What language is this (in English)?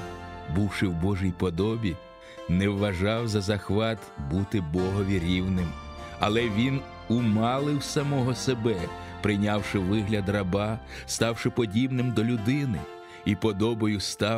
Ukrainian